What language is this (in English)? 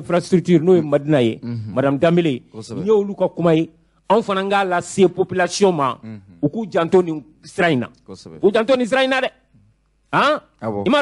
Bambara